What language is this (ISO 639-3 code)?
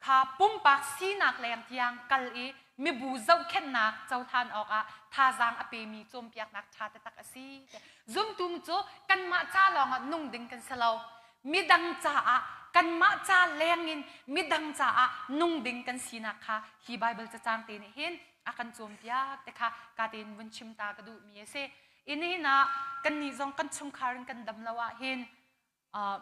cnh